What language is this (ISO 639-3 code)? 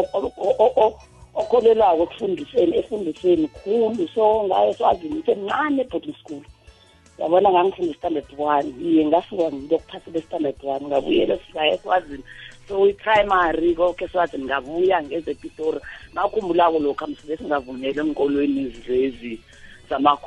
nbl